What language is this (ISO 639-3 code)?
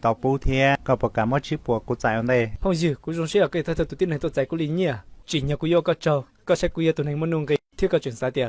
hmn